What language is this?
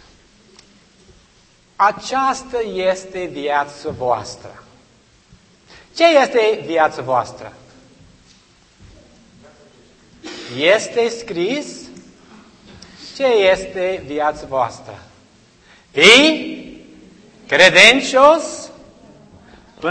Romanian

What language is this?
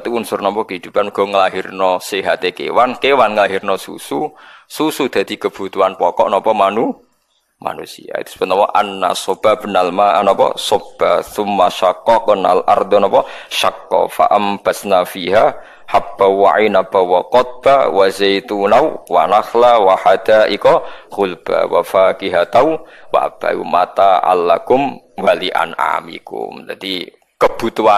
Javanese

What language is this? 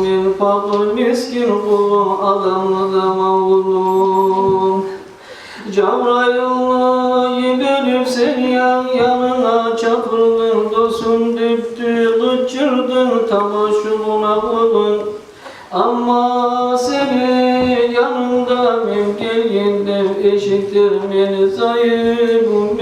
Kumyk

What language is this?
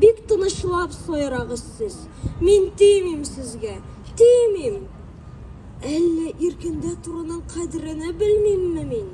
Tatar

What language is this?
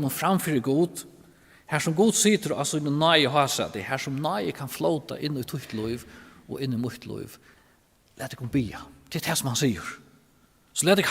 Faroese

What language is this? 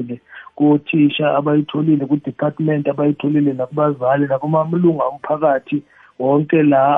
South Ndebele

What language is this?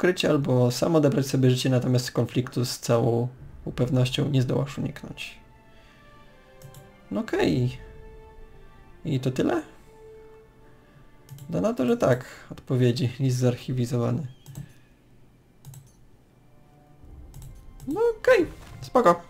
Polish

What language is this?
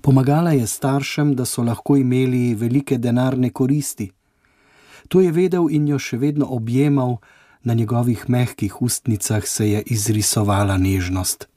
Slovenian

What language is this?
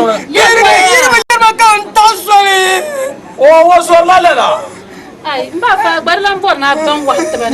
Dagbani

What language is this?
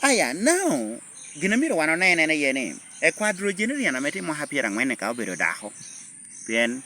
Lango (Uganda)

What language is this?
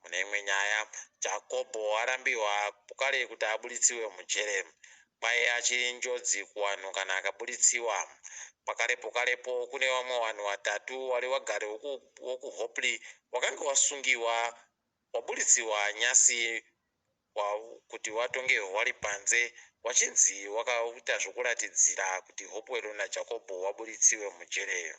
Ndau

